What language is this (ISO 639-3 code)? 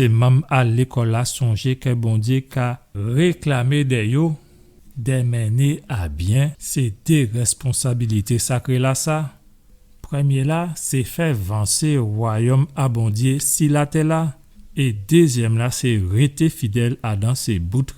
gcf